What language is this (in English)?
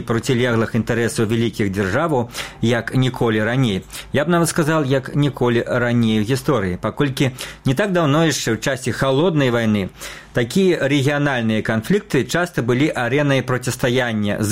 Belarusian